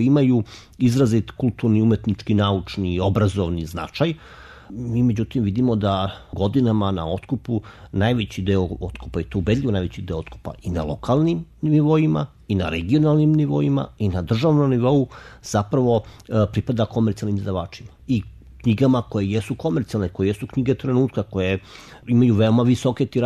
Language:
Serbian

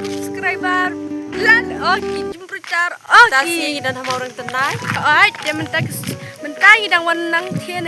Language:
Khasi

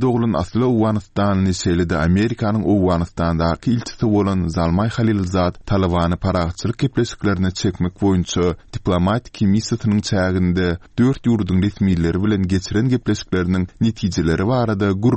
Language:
Turkmen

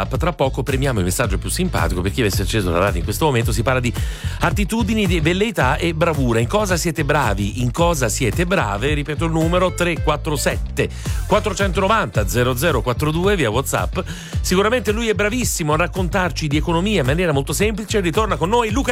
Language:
Italian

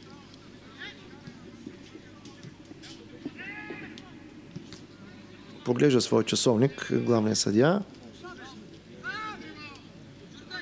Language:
Bulgarian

